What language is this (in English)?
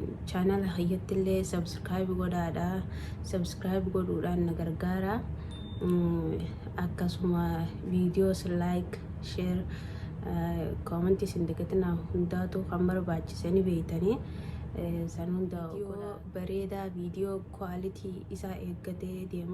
Oromo